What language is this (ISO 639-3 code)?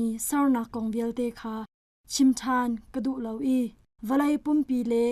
cnh